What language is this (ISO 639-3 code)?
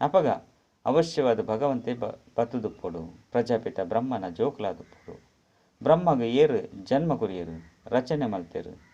tcy